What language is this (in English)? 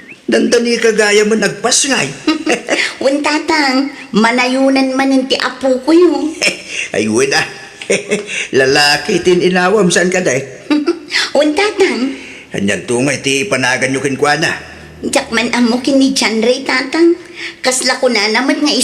Iloko